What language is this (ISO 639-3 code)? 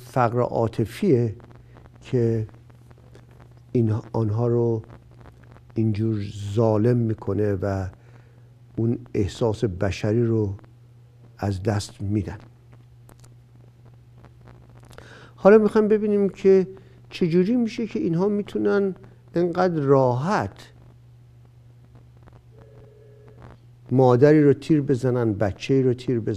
fas